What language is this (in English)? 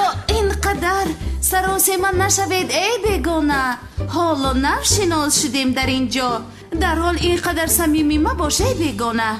Tajik